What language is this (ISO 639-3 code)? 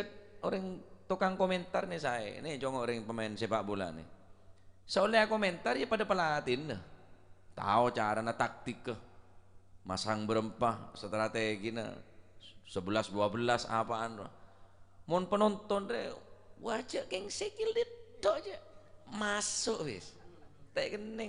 mad